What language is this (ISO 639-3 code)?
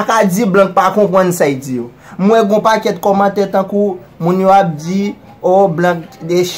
hat